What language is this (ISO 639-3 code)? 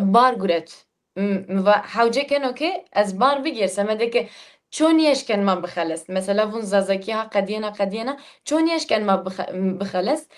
zza